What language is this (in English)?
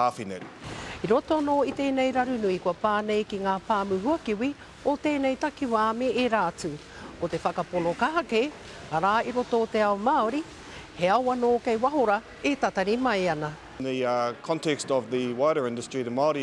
Māori